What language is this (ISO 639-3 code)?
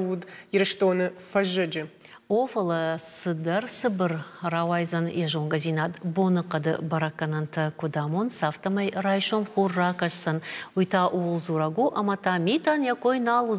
oss